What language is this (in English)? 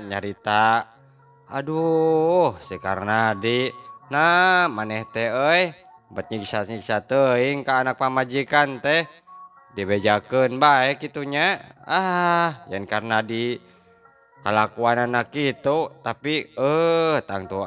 Sundanese